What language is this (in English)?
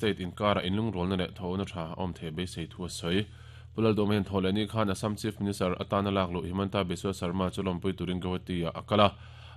Mizo